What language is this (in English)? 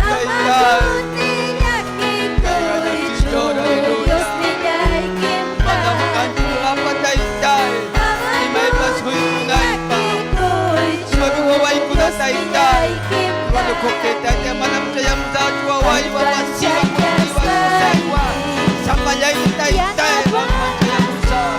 Ayacucho Quechua